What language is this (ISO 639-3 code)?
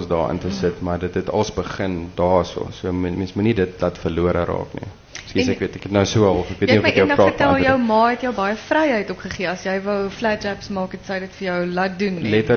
afr